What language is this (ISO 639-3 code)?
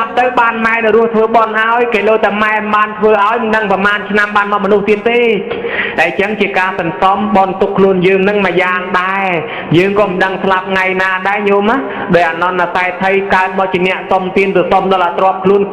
khm